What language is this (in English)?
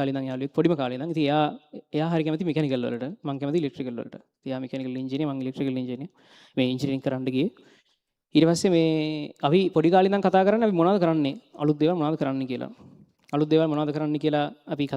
Sinhala